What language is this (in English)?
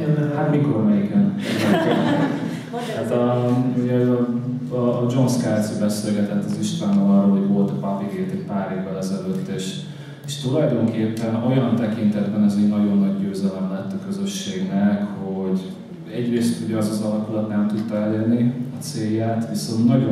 Hungarian